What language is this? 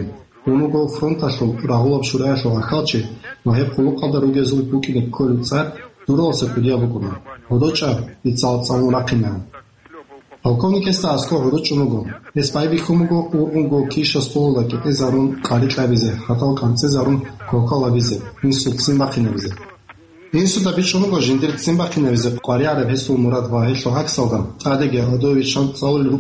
Avaric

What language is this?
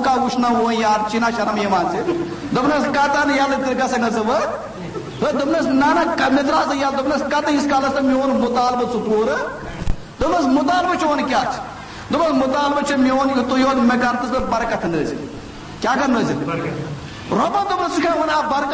Kashmiri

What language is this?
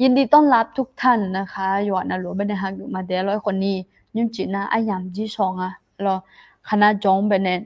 Akha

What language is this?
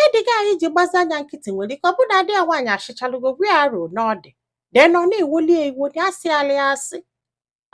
Igbo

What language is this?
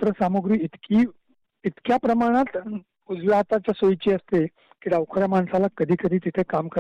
Marathi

